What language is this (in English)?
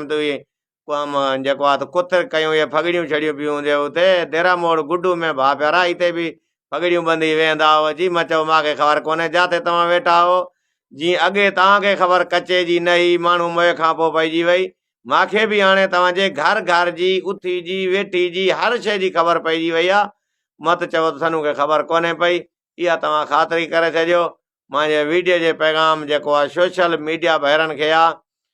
Sindhi